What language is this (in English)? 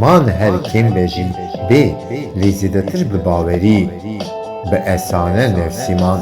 Kurdish